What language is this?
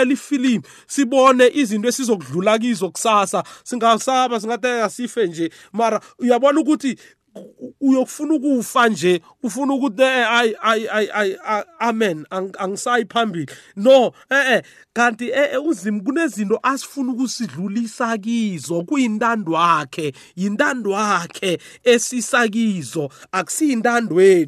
South Ndebele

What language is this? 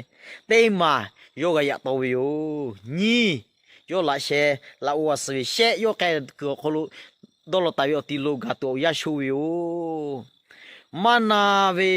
Lahu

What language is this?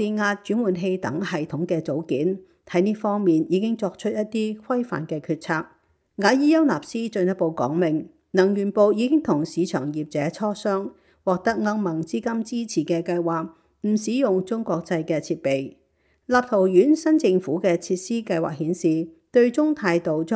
Cantonese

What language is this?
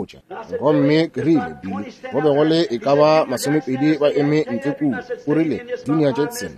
Northern Sotho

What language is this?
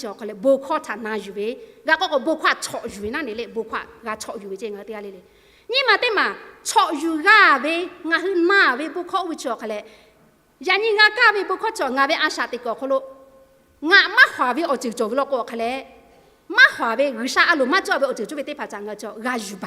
Lahu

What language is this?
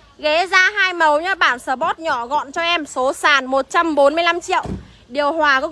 Vietnamese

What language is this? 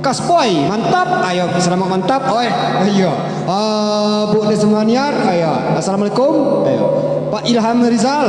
Minangkabau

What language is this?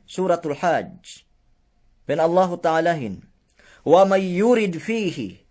Yakan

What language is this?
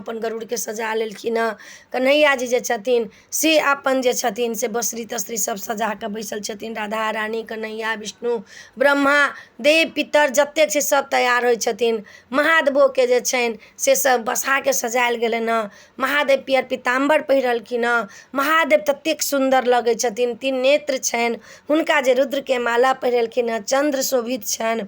Maithili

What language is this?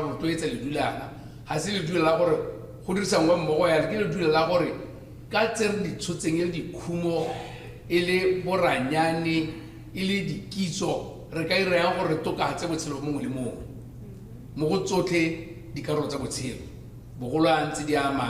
Tswana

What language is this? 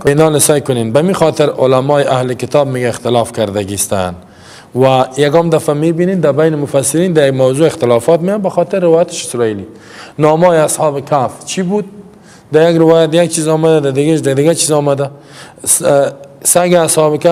Persian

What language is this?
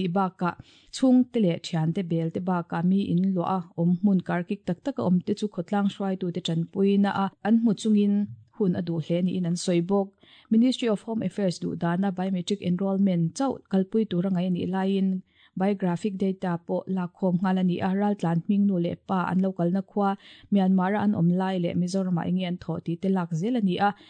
Mizo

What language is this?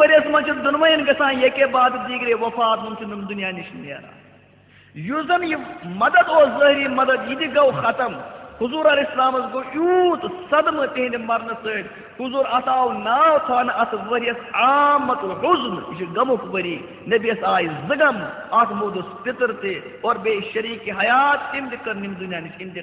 Kashmiri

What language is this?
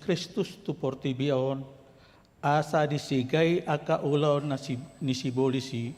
Batak Toba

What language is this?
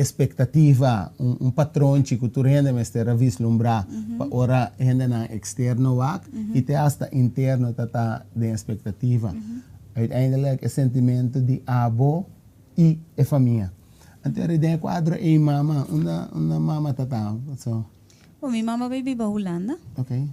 Papiamento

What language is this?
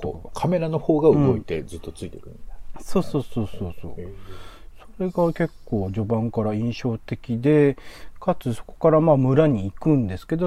Japanese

